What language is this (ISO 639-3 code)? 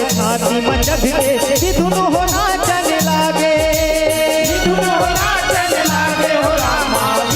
hne